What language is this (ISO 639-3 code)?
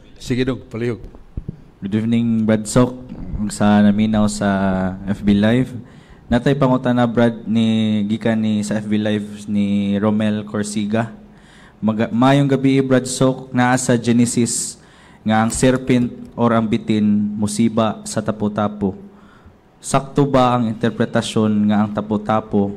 ceb